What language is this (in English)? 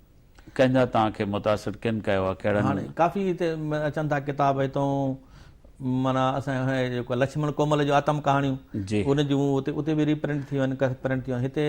Sindhi